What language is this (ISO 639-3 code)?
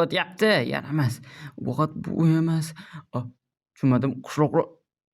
uzb